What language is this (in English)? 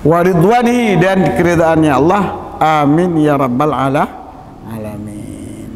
Achinese